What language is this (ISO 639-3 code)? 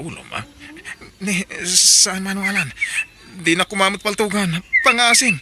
ilo